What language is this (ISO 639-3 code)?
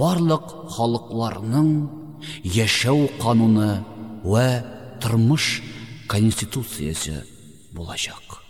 tat